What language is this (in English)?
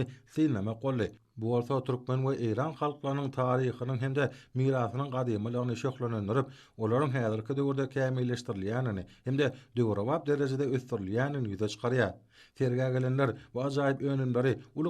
Turkmen